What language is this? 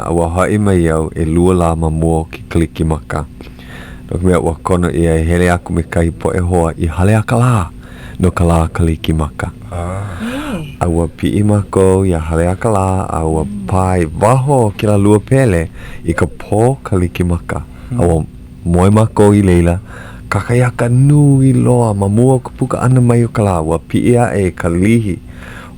Hawaiian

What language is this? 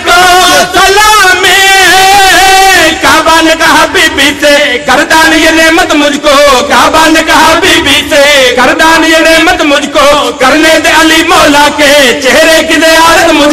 Urdu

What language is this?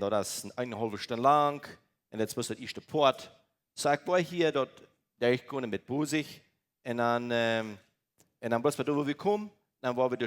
Plautdietsch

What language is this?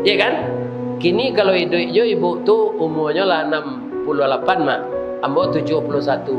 Minangkabau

